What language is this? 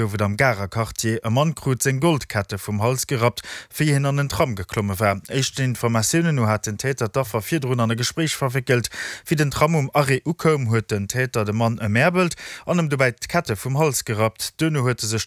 Luxembourgish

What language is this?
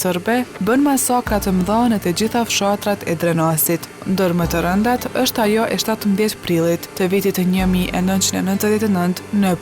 Albanian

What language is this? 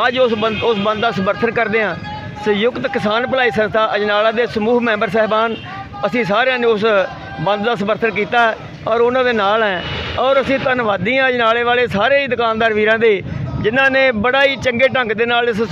Punjabi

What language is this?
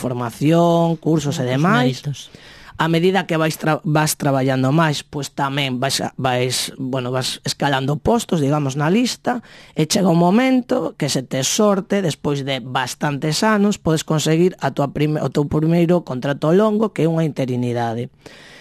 Galician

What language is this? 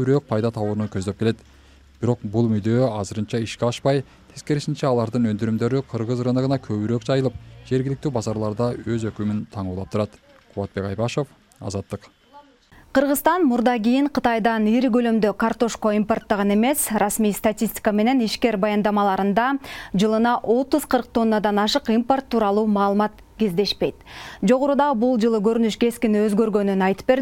Kyrgyz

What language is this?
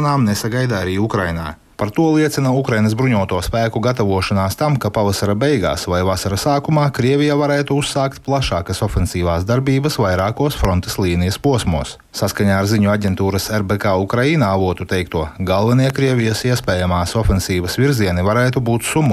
Latvian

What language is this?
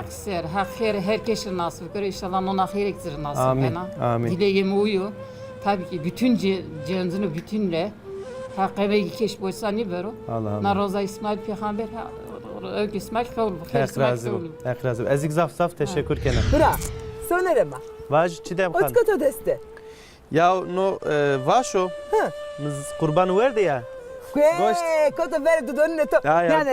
Zaza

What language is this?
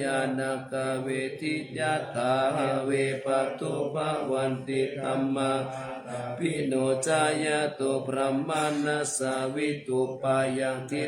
Pali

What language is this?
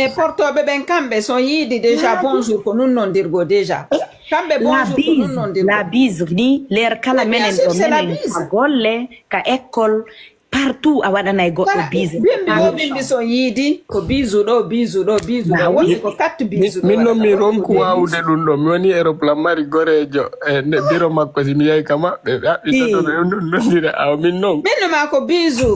Fula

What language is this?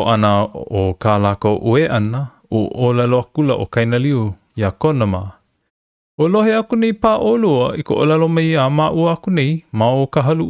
Hawaiian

